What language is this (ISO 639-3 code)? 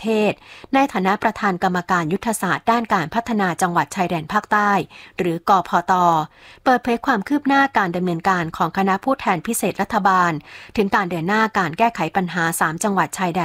tha